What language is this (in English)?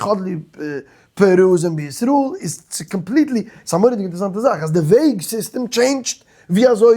Yiddish